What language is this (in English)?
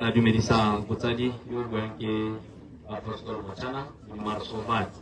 Tswana